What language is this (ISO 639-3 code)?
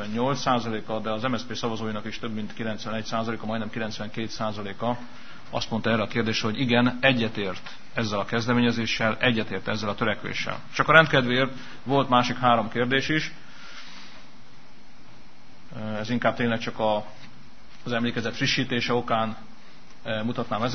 hun